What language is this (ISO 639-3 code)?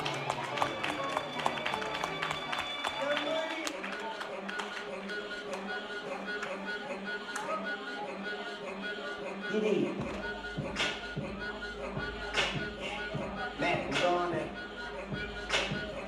dan